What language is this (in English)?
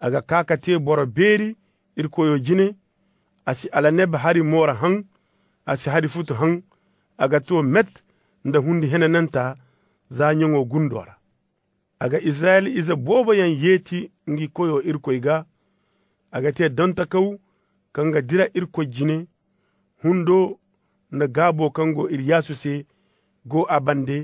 Zarma